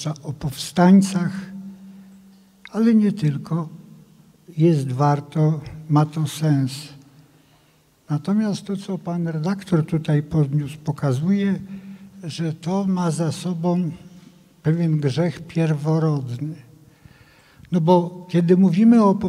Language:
Polish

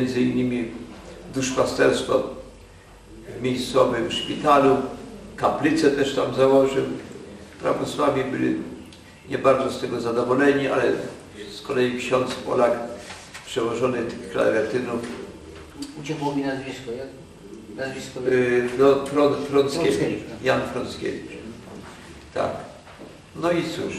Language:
Polish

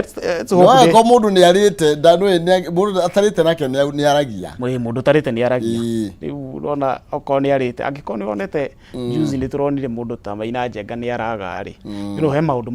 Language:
Kikuyu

